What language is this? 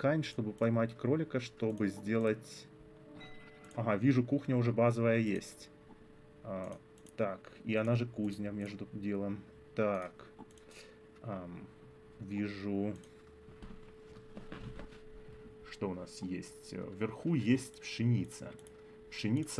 Russian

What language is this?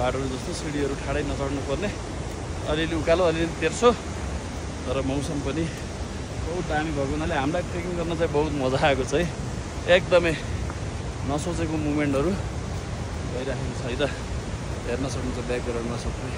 Nepali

